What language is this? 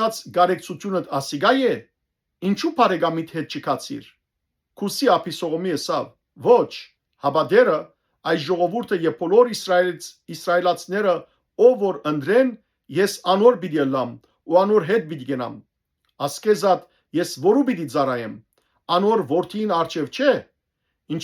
Western Armenian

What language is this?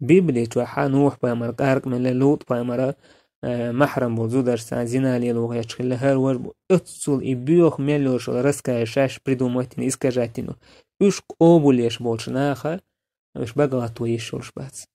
Chechen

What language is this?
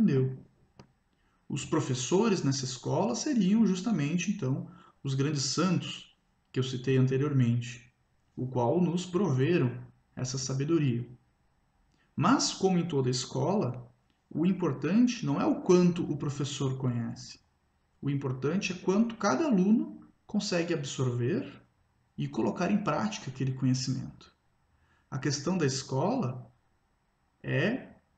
Portuguese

